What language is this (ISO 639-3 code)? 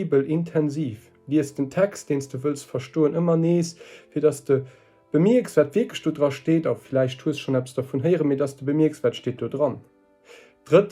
ltz